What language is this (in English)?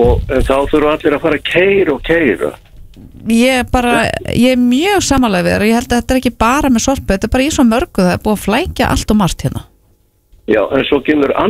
Icelandic